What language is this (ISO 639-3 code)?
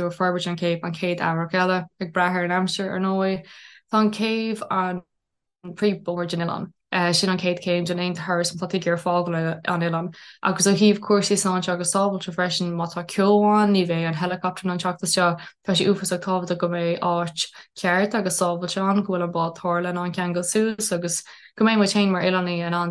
gle